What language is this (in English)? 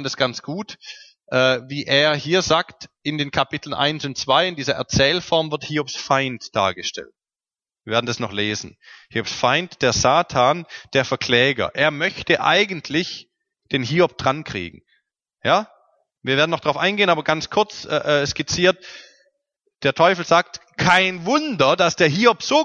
German